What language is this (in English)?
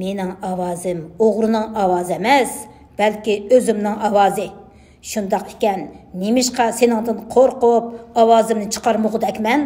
Uyghur